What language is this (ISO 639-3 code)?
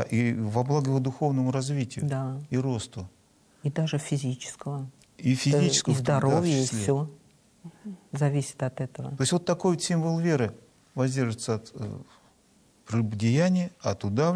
rus